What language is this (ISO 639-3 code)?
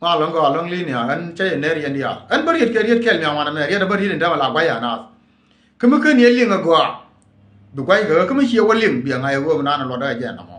nus